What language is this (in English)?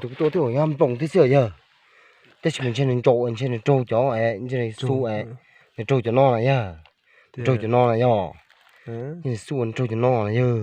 Hmong